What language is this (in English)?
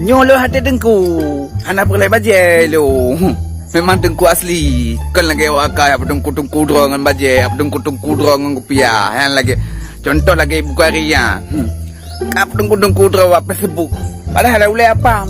Achinese